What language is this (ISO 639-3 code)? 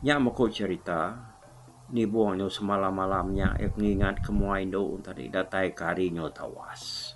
iba